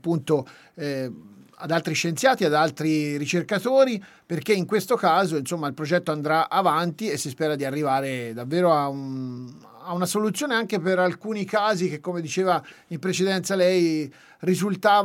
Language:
Italian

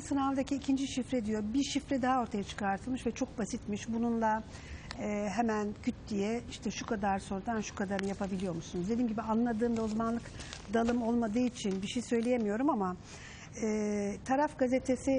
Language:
Turkish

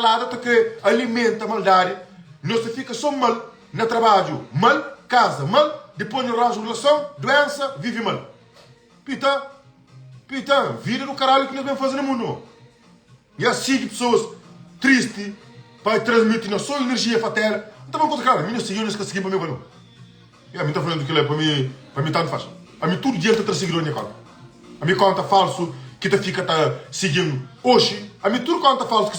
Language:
Kabuverdianu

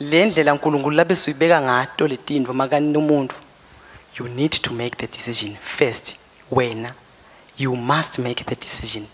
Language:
Swati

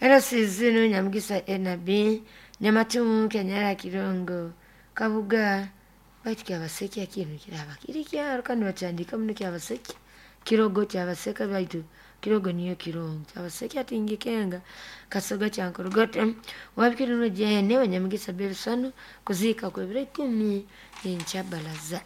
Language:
Nyoro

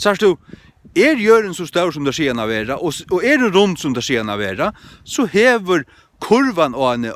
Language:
Faroese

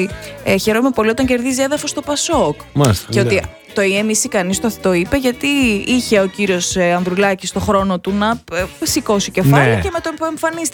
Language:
Greek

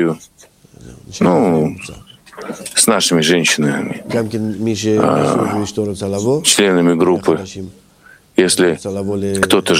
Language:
Russian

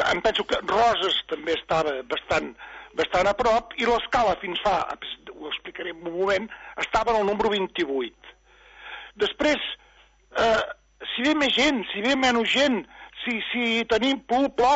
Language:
Catalan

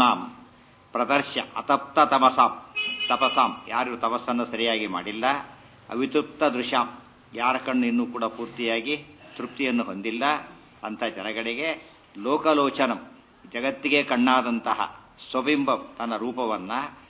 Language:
Kannada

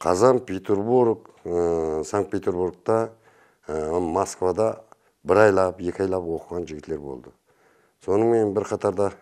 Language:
Kara-Kalpak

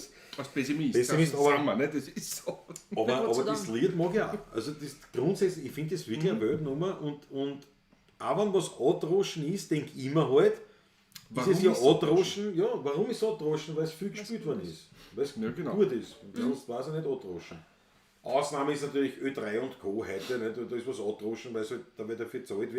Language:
Bavarian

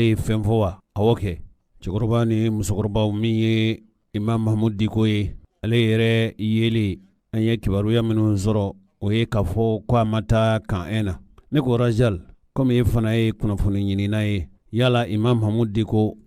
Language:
Bambara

